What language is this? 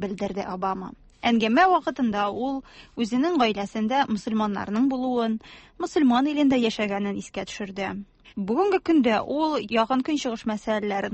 Tatar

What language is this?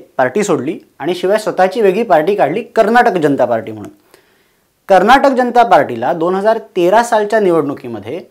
Marathi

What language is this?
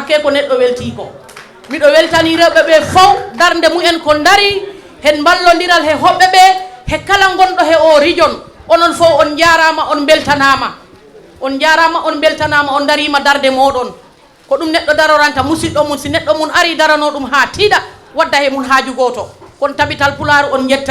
Fula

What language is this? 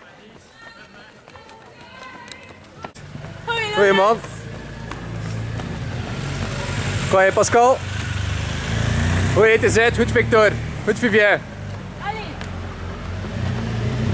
Dutch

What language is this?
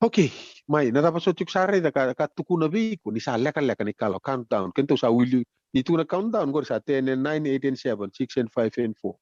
Fijian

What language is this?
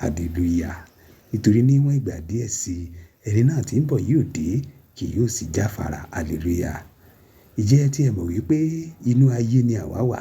Yoruba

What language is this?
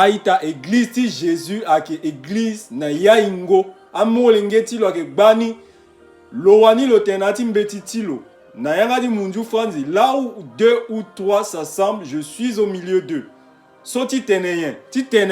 Sango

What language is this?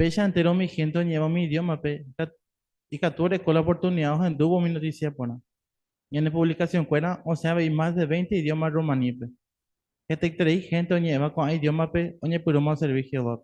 Guarani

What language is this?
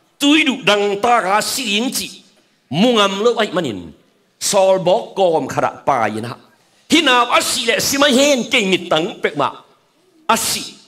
Tedim Chin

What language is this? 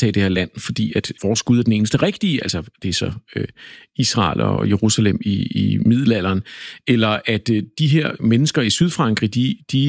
Danish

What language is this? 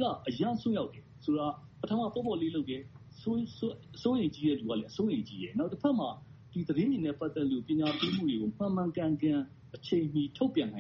Burmese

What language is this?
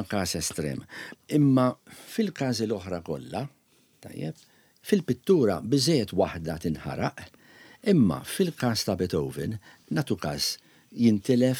Maltese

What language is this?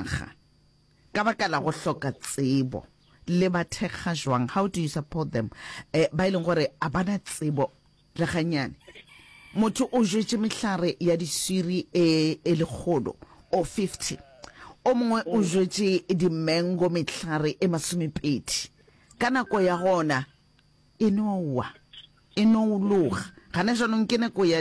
Northern Sotho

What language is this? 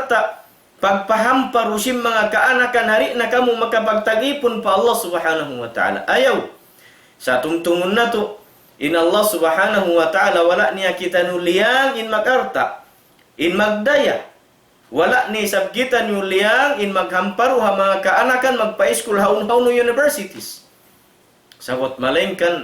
Tausug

